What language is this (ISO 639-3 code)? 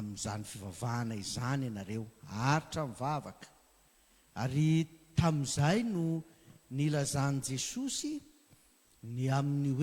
mlg